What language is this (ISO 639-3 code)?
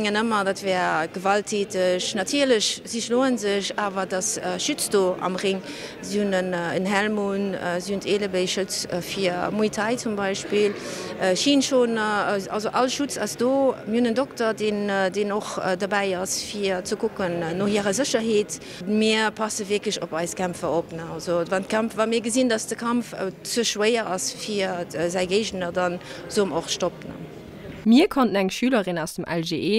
ltz